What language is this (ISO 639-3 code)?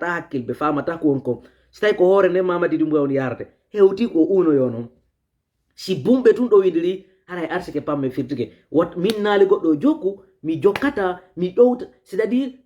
ful